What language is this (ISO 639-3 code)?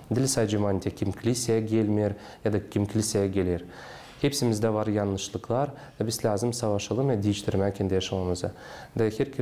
gag